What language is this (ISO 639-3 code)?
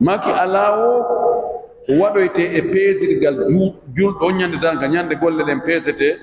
fuf